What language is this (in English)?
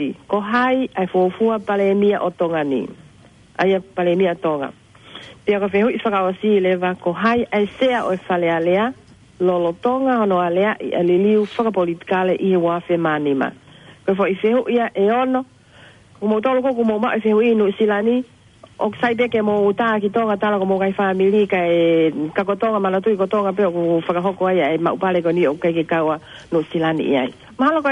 Tongan